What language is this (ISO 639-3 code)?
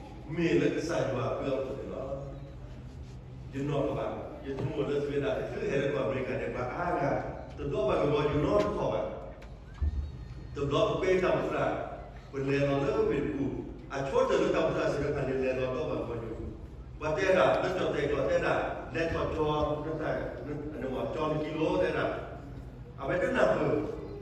ksw